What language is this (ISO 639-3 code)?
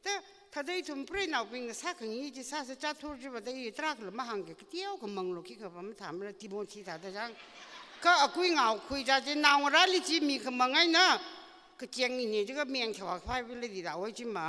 nmf